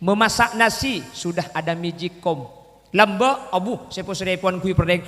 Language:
Madurese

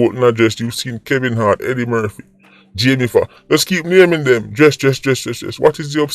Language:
Jamaican Creole English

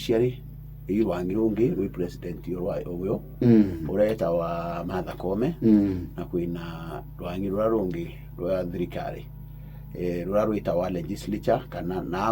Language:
Meru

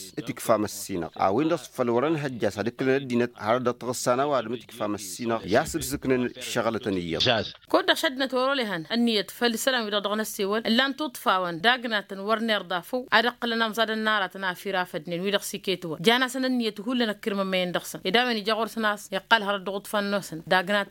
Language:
Tamasheq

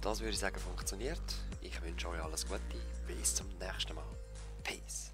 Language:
Swiss German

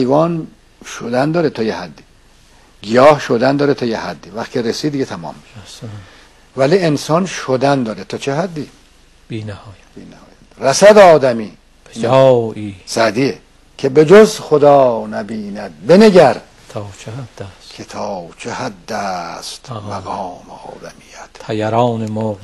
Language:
Persian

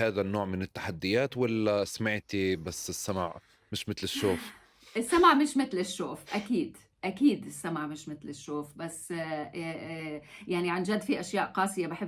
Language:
North Levantine Arabic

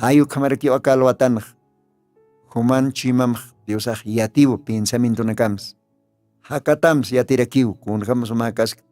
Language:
Aymara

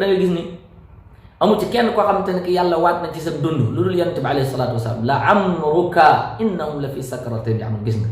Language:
Wolof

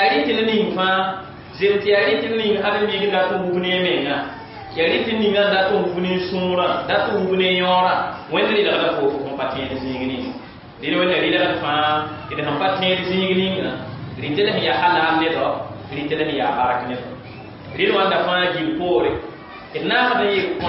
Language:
Mossi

